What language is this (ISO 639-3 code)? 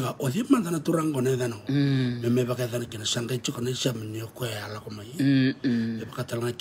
fij